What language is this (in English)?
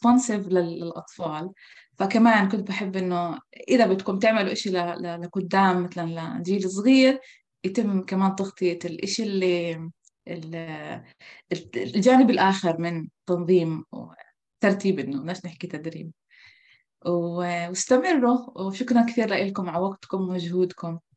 North Levantine Arabic